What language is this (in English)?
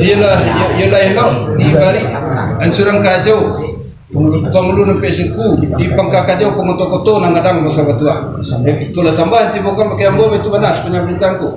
Minangkabau